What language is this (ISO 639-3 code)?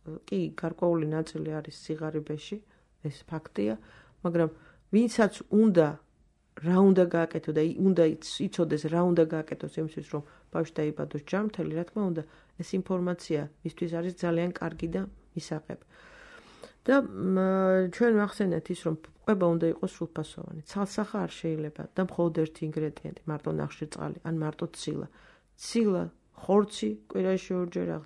kat